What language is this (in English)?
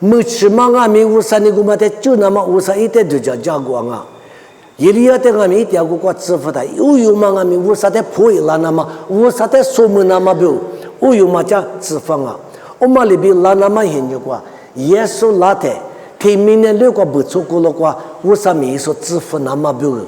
Lisu